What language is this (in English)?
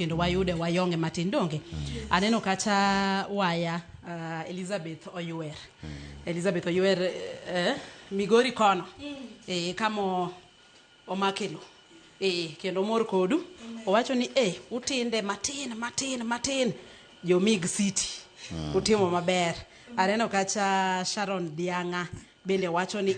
Luo (Kenya and Tanzania)